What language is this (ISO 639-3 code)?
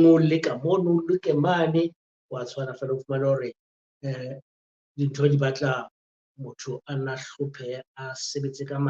sot